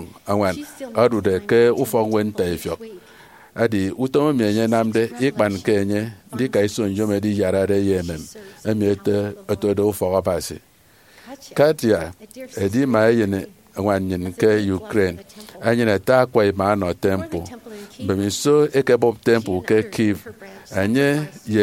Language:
Efik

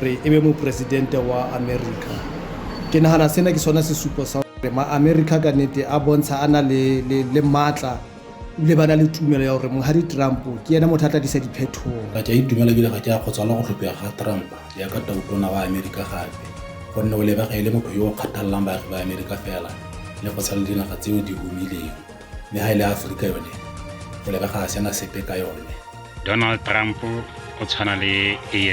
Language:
Northern Sotho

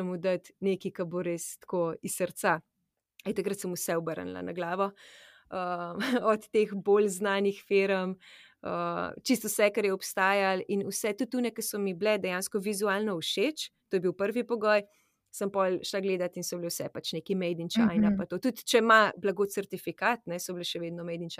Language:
Slovenian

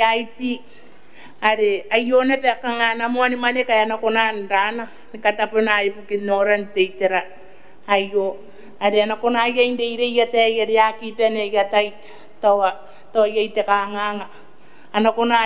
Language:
Gilbertese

